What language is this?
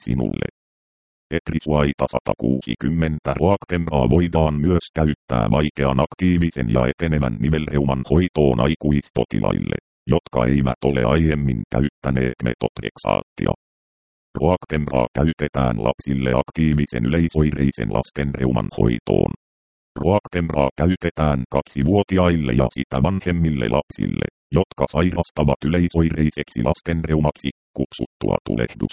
Finnish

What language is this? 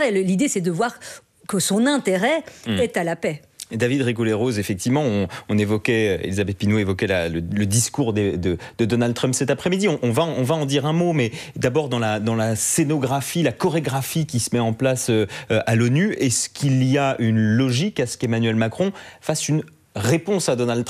French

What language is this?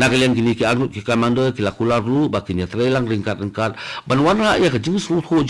Khasi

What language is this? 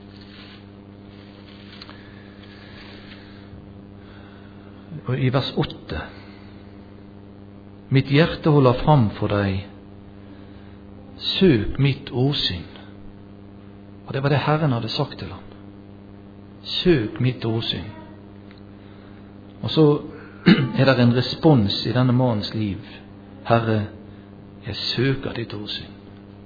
Norwegian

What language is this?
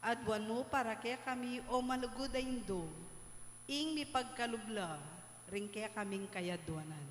Pampanga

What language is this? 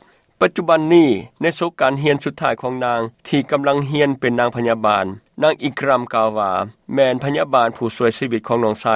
Lao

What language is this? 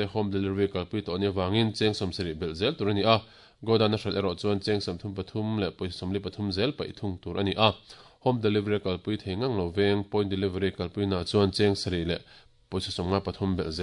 Mizo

